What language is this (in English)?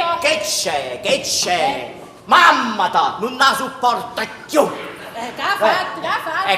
Neapolitan